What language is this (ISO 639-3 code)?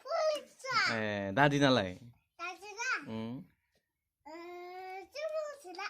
brx